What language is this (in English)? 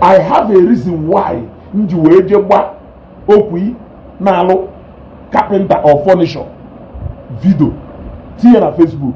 Igbo